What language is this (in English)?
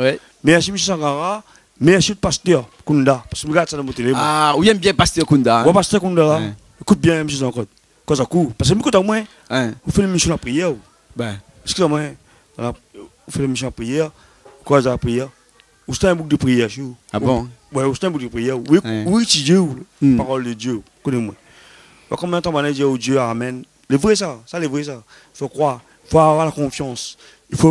Réunion Creole French